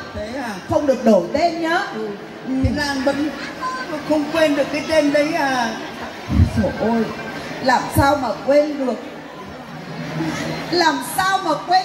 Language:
Vietnamese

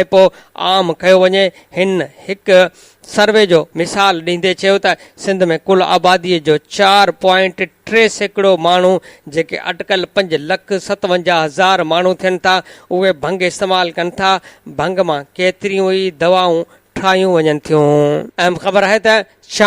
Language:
Sindhi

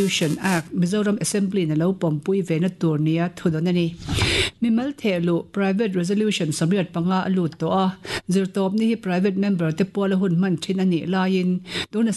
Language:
Mizo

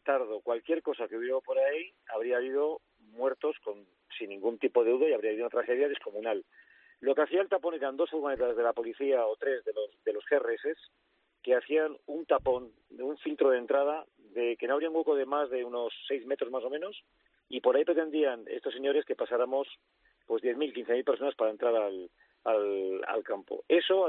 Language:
Spanish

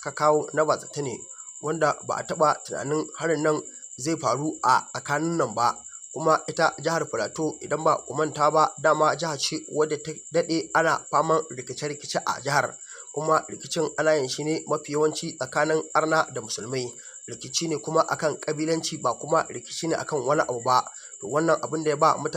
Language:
Hausa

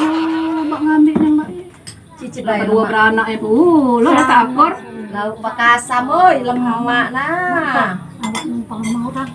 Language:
Musi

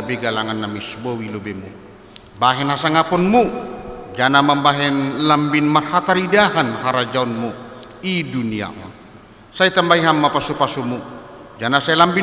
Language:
Batak Simalungun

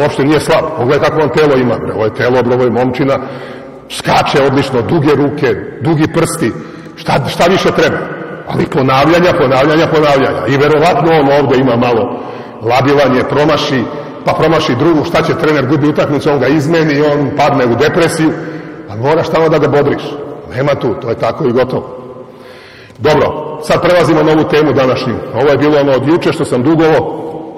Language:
Serbian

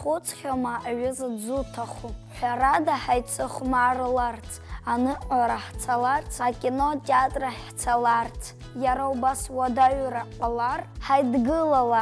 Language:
Abkhazian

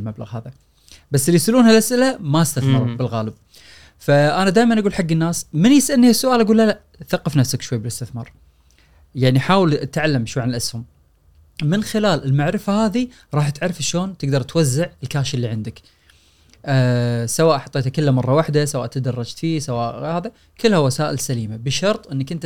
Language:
Gulf Arabic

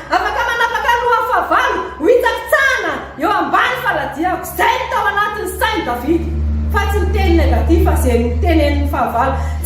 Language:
Malagasy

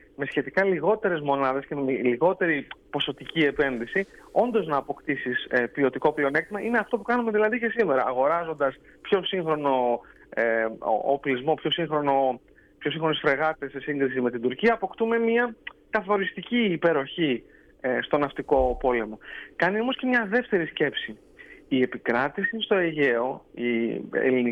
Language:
Greek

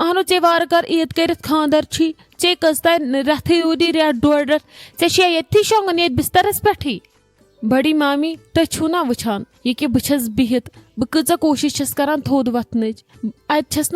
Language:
Kashmiri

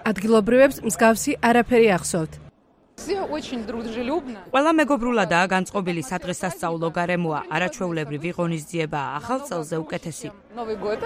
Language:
Georgian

